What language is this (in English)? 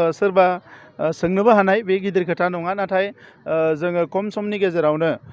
Bodo